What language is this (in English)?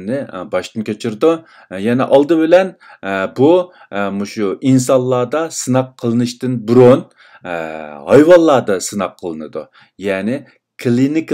Uyghur